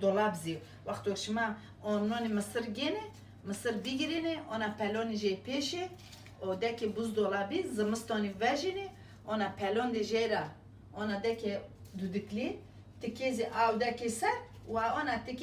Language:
Zaza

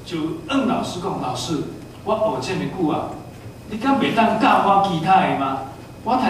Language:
Min Nan Chinese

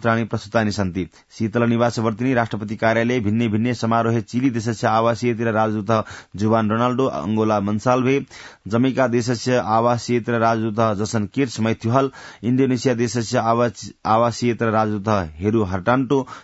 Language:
Sanskrit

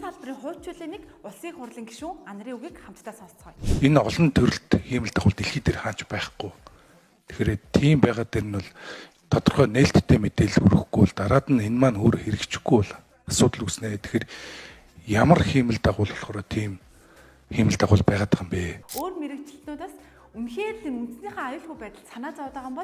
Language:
Mongolian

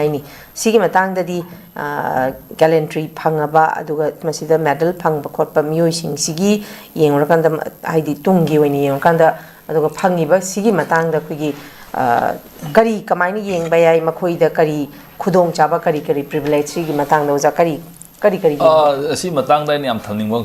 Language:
Manipuri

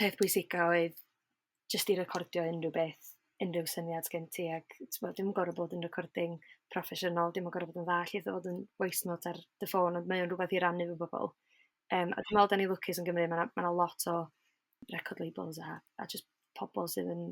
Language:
Welsh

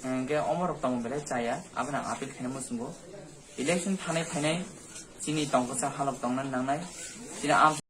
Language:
Kok Borok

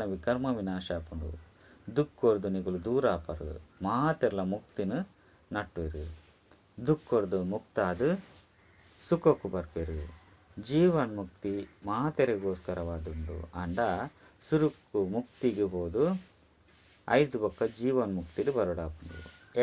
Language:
Tulu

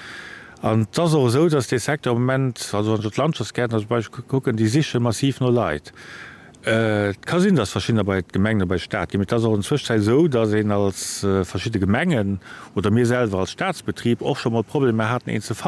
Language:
Luxembourgish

